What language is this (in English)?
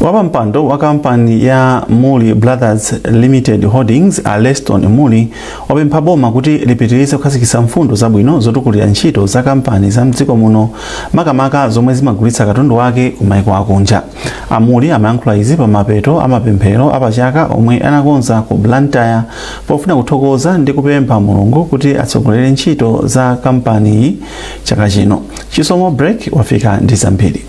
Nyanja